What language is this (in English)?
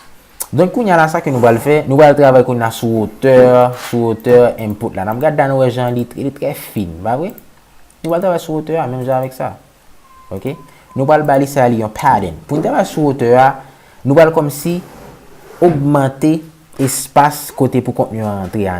Haitian Creole